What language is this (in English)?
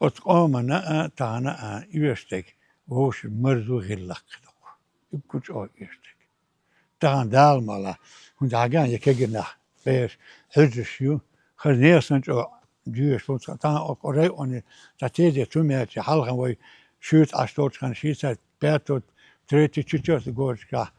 Chechen